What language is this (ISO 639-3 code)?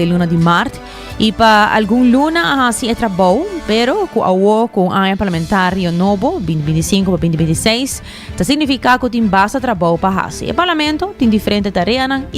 pap